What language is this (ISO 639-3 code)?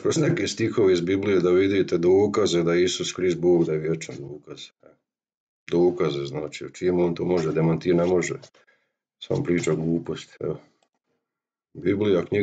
hrv